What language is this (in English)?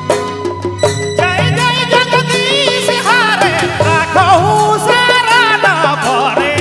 Sadri